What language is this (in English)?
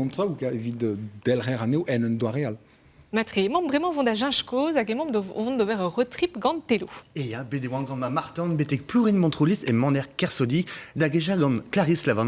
Breton